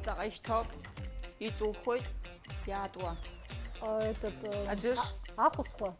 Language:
Abkhazian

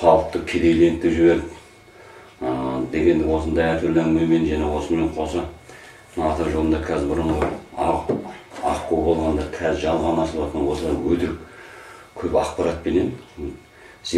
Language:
Kazakh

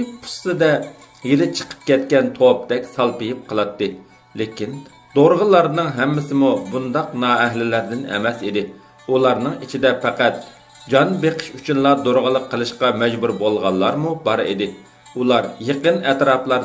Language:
Uyghur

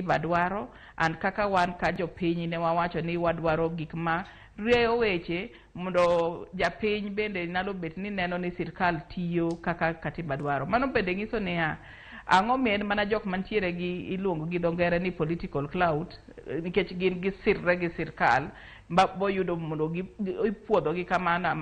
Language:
Luo (Kenya and Tanzania)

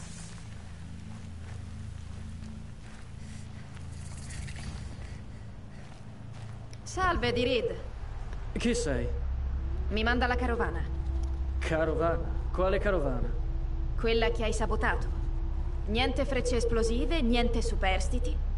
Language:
Italian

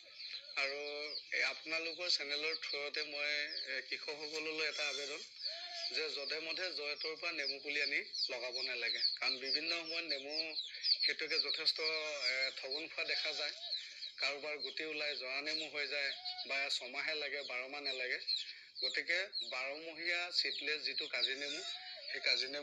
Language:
Assamese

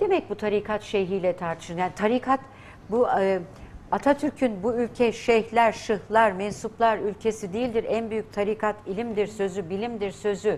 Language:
Turkish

